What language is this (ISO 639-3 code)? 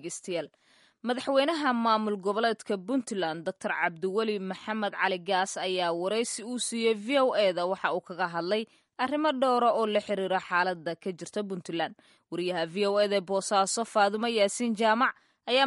som